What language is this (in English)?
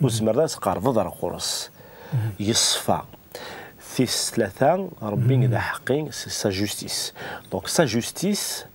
Kabyle